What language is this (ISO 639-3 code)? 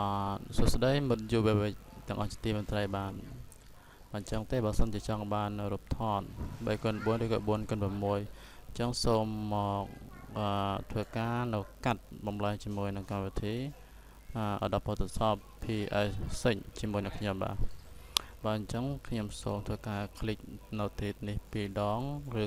khm